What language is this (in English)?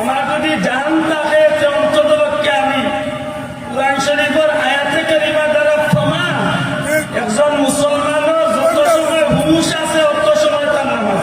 Sylheti